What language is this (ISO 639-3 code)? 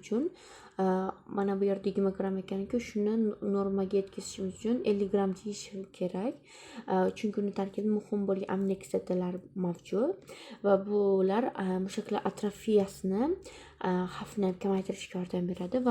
uzb